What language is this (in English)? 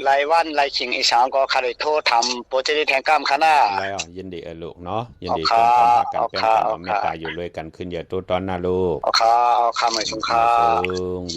Shan